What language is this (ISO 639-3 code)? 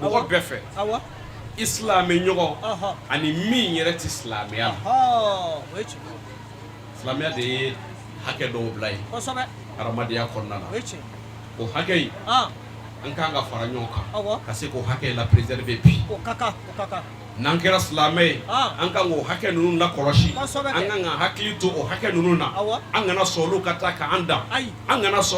bam